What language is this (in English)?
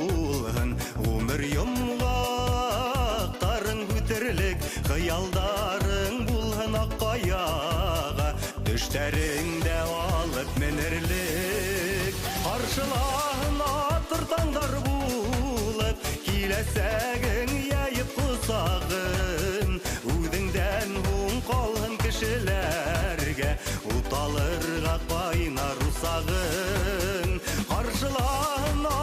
Bashkir